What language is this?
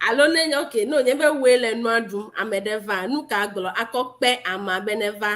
Ewe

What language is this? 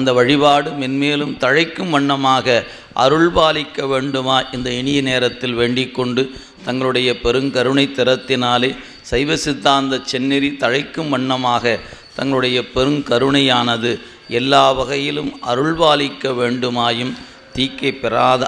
Tamil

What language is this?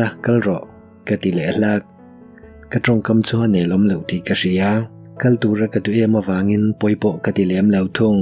Mizo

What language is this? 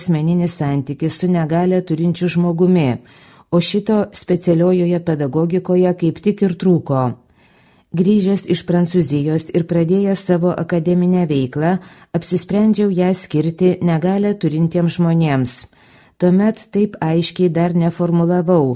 Lithuanian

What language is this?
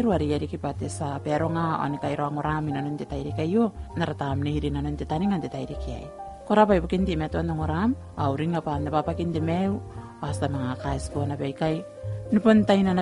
Gilbertese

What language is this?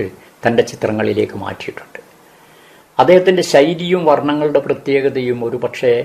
Malayalam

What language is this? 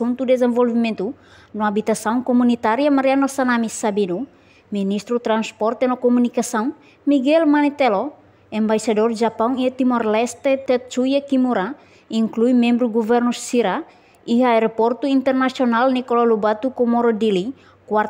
Tetum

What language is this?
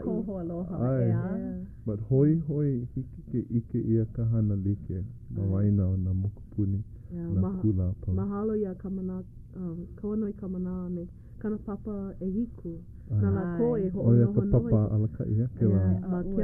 Hawaiian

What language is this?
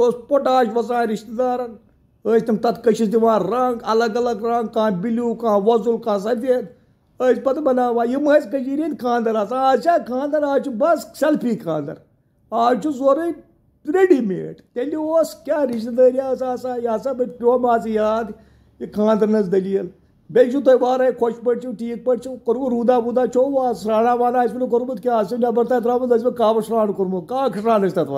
Kashmiri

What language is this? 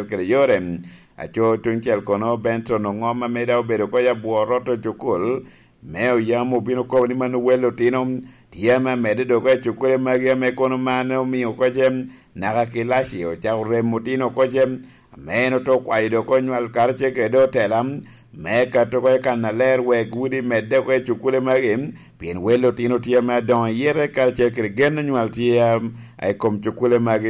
Lango (Uganda)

